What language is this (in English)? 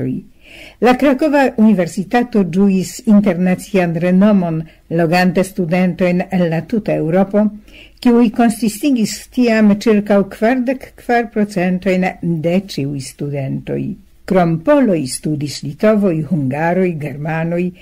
Esperanto